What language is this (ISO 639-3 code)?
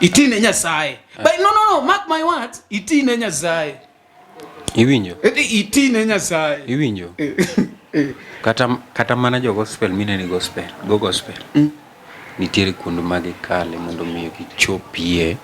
luo